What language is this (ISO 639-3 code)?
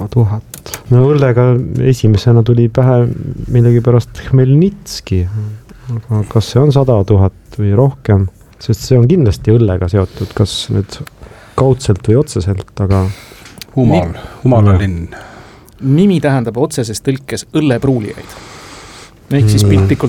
est